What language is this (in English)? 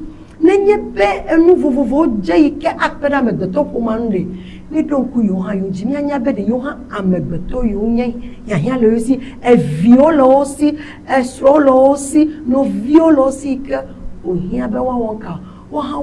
Ewe